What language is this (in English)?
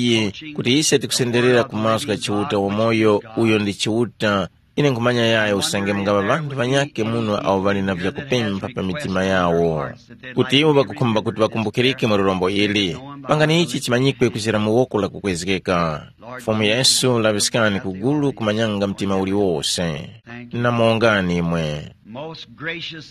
Tumbuka